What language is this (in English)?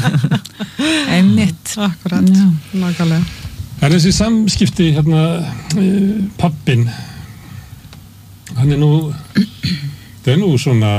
Icelandic